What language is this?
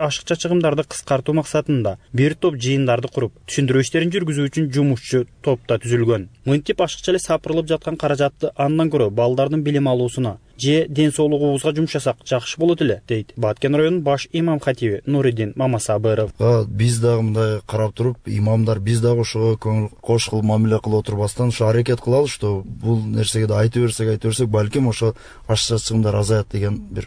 Kyrgyz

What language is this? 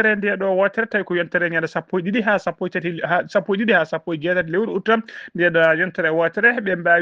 Fula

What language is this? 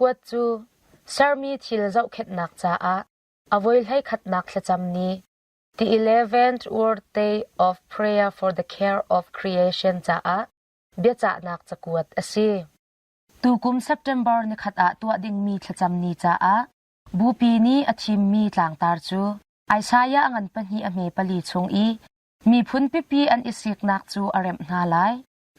Hakha Chin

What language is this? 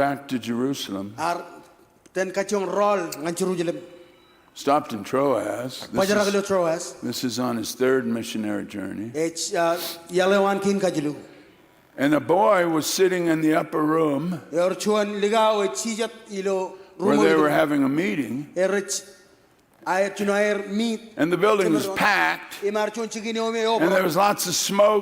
Marshallese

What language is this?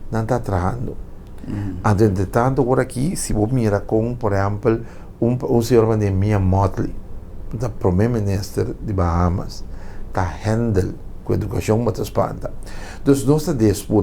Papiamento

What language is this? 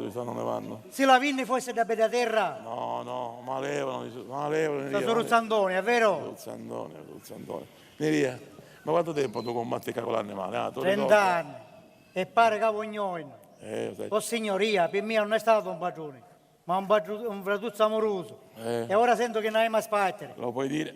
Sicilian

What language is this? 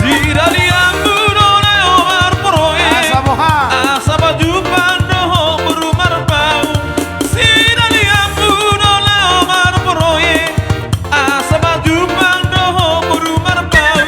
Batak Toba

